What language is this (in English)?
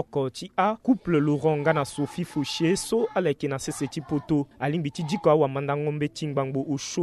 Sango